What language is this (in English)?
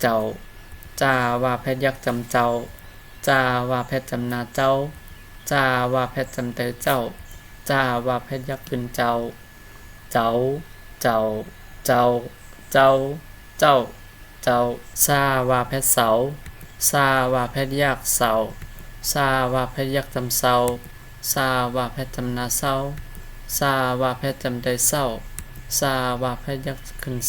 Shan